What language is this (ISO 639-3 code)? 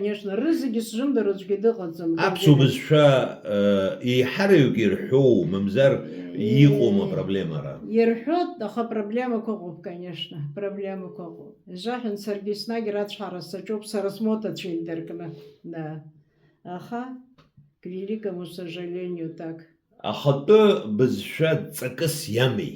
abk